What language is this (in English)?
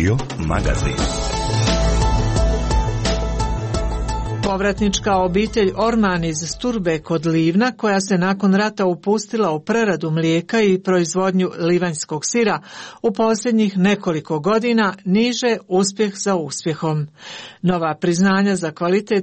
Croatian